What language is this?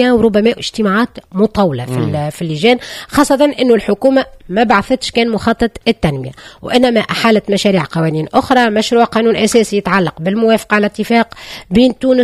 Tunisian Arabic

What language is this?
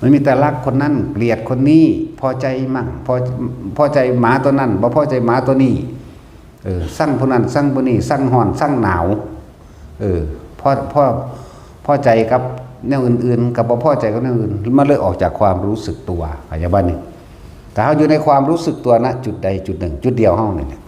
Northeastern Thai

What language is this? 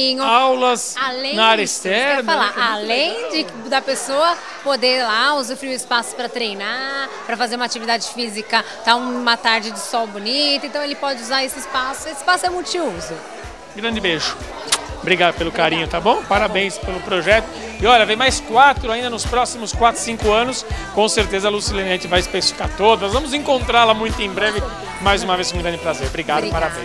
Portuguese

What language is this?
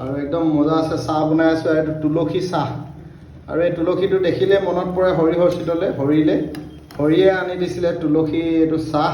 Assamese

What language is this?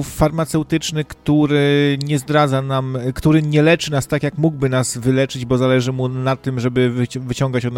Polish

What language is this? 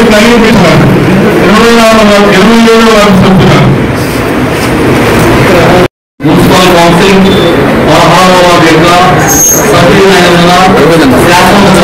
Telugu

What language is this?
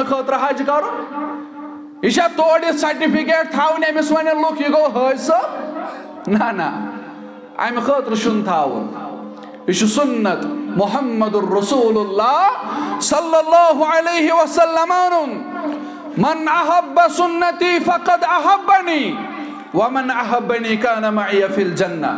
Kashmiri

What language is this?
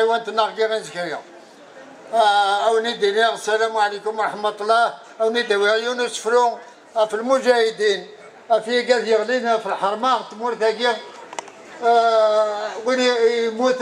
Kabyle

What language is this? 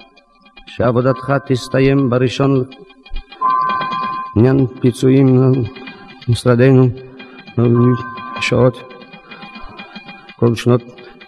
Hebrew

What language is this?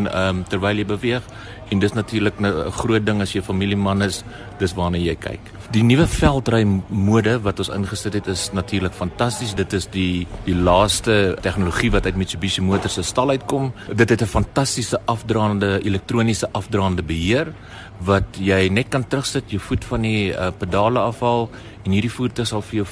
Afrikaans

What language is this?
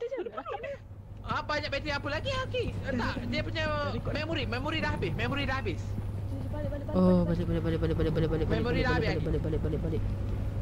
Malay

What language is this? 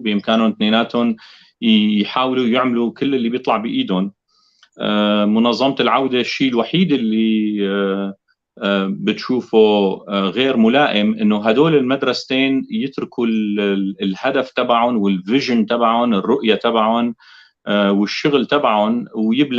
North Levantine Arabic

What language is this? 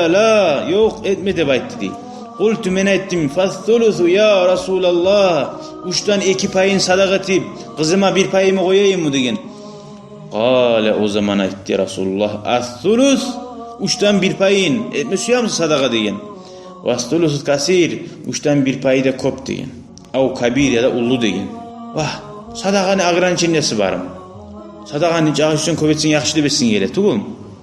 Kumyk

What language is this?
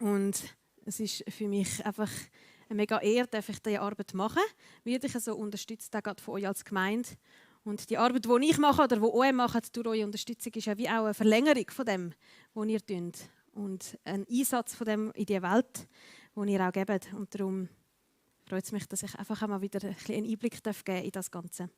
Swiss German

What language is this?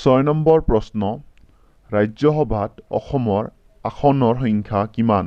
Assamese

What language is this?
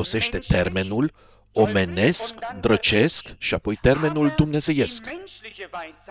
Romanian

